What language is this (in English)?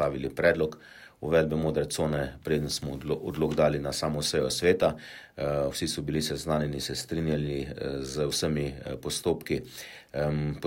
Slovenian